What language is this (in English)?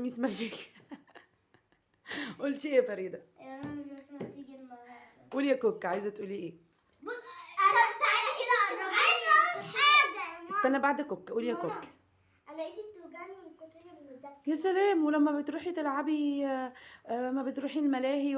Egyptian Arabic